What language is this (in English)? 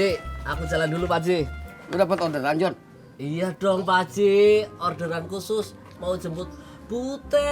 Betawi